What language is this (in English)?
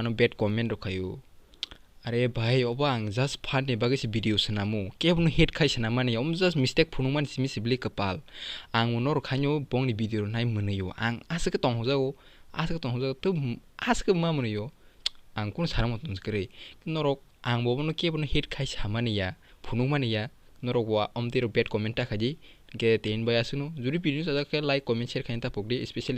Kok Borok